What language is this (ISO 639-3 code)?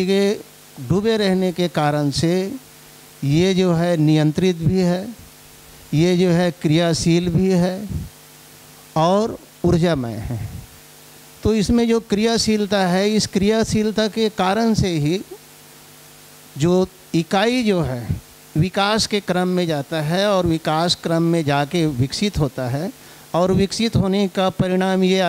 hin